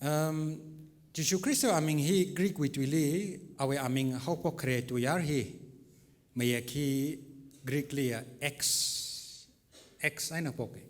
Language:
Tangkhul Naga (India)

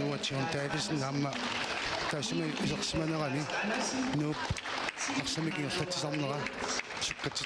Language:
Kalaallisut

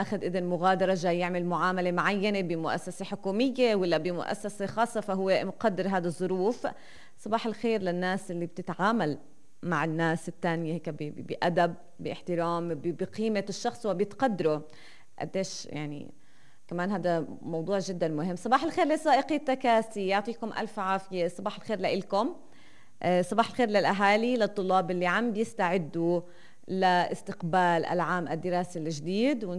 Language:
North Levantine Arabic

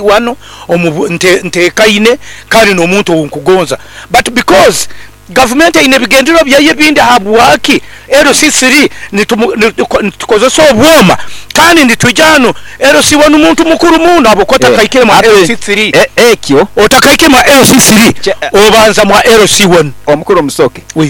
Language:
Nyoro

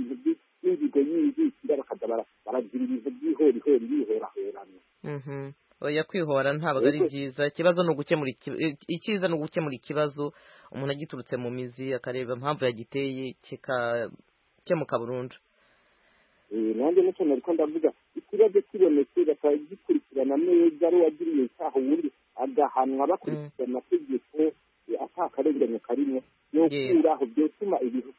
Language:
Kinyarwanda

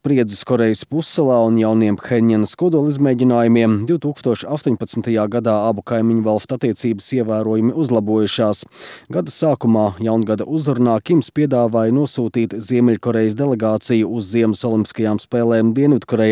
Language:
Latvian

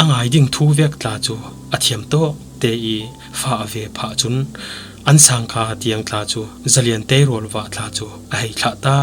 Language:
Falam Chin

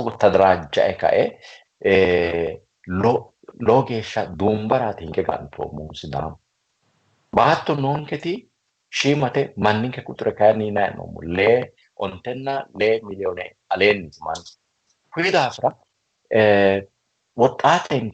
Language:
Sidamo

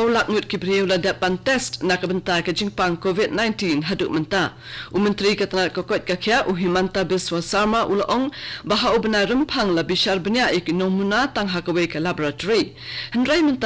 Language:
Khasi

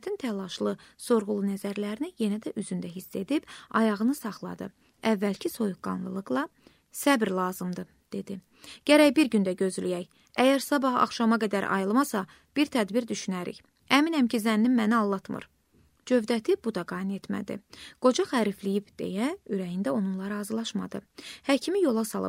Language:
Azerbaijani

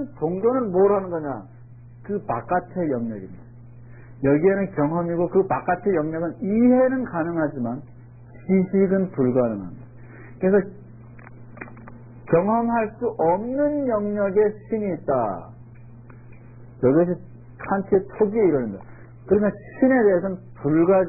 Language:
Korean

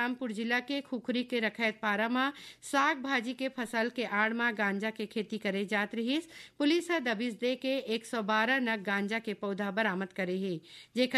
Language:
Chhattisgarhi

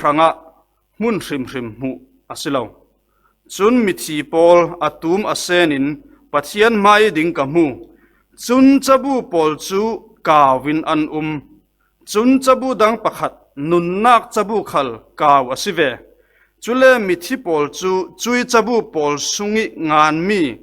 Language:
Falam Chin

